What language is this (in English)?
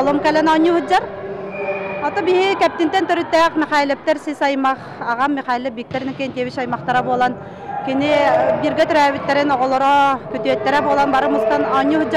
Yakut